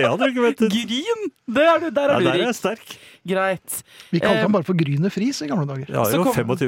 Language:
Norwegian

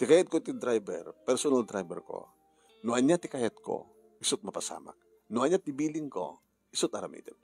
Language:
Iloko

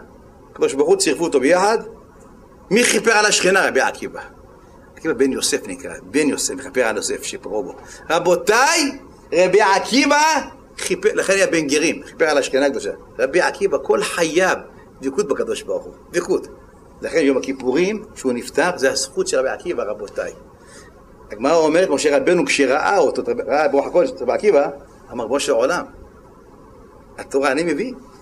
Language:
Hebrew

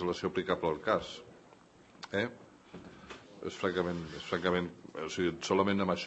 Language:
Catalan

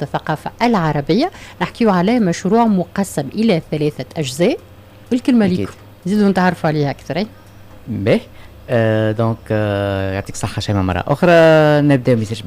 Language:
Tunisian Arabic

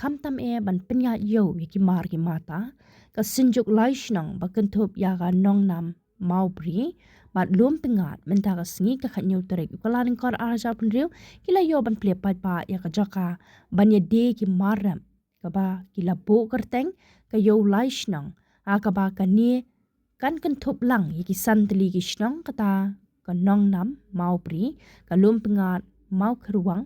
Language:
Khasi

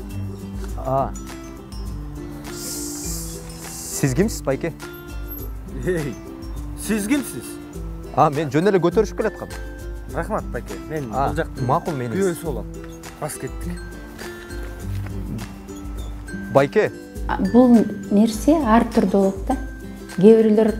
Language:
Kyrgyz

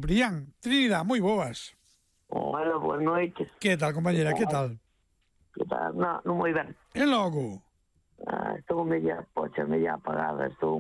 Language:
Galician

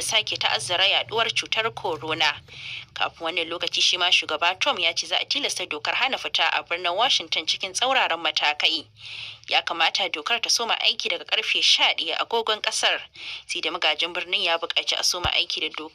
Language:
Hausa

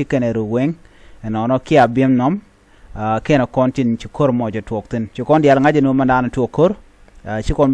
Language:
Nuer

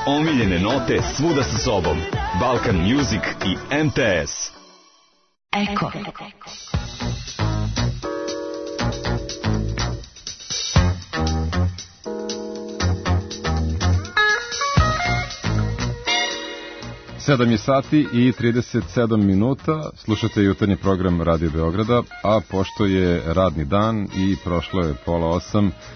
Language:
Serbian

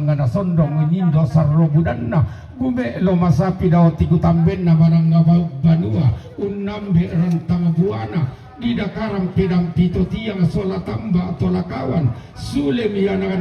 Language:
Toraja-Sa'dan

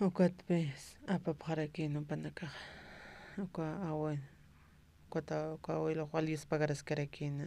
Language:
Aymara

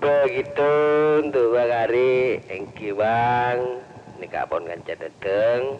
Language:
Madurese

